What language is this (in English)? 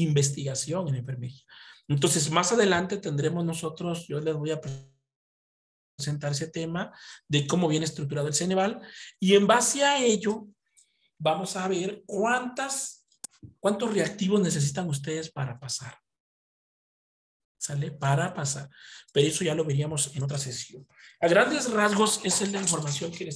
Spanish